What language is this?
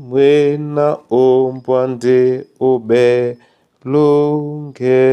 Duala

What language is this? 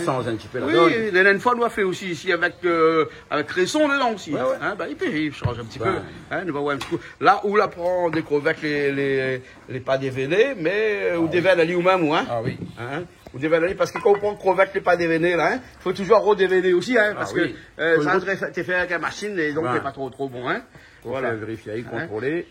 Réunion Creole French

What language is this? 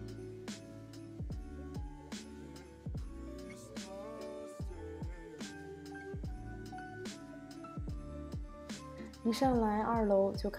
Chinese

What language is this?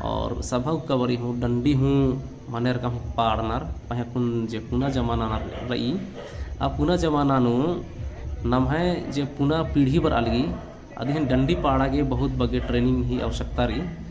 Kurukh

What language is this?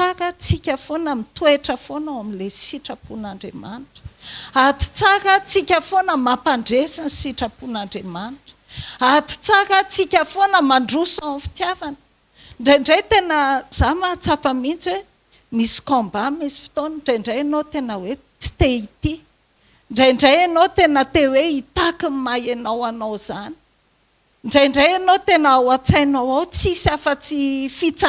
Malagasy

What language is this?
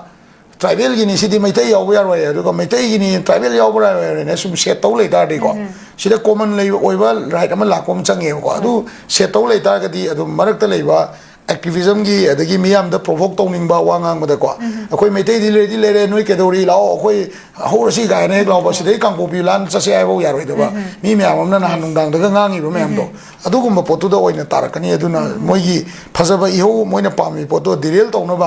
Manipuri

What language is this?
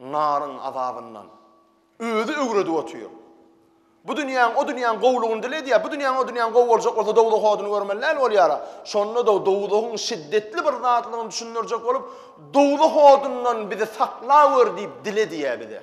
Turkmen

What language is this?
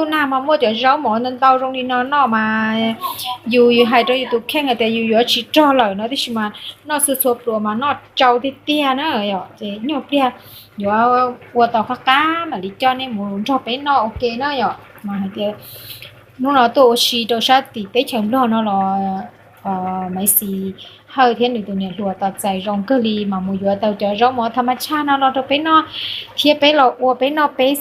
Hmong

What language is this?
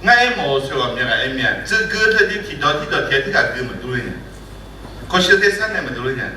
Akha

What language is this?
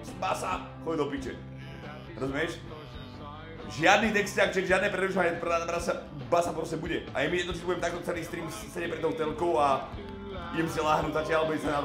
Slovak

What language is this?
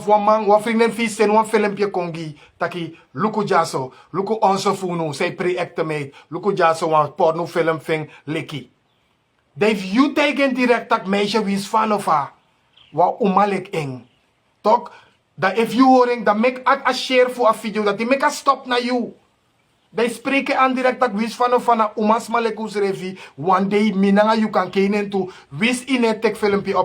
Sranan Tongo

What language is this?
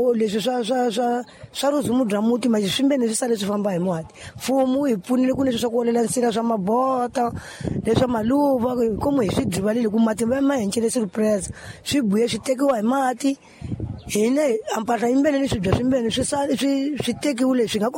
Tsonga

